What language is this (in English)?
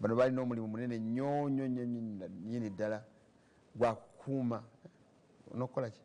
Ganda